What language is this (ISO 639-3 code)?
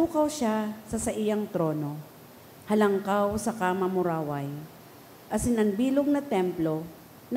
bik